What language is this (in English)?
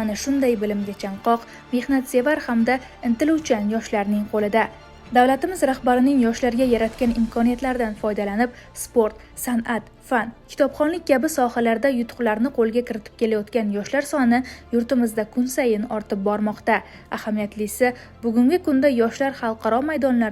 Uzbek